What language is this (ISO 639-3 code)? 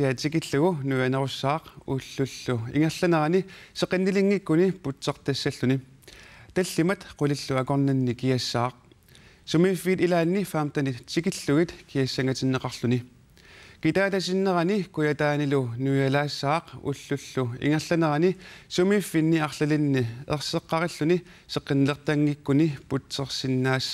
kal